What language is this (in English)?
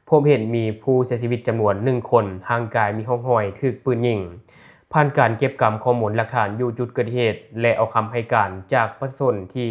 Lao